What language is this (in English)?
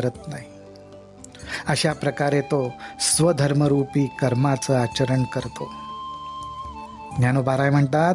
Marathi